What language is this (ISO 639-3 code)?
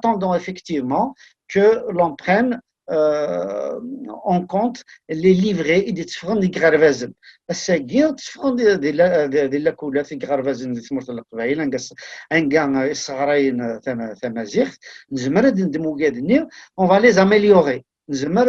kab